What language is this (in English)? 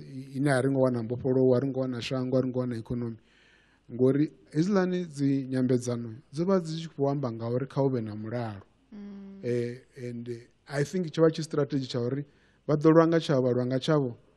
Venda